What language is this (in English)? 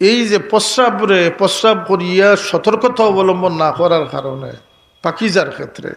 Sylheti